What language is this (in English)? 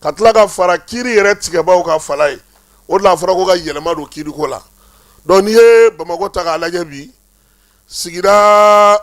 Bambara